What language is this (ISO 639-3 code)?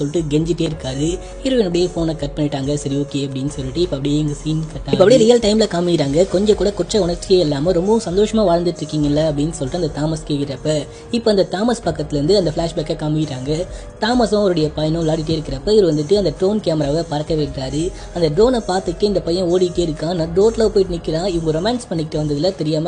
tam